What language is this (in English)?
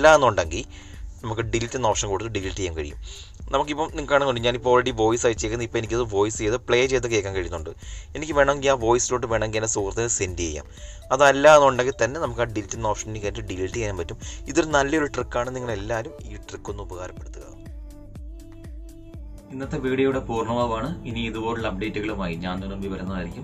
Malayalam